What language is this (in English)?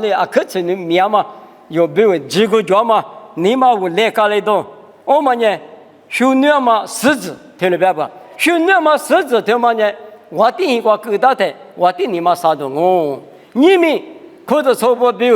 Lisu